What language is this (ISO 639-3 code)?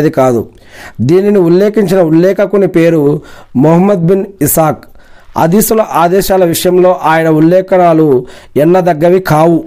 tel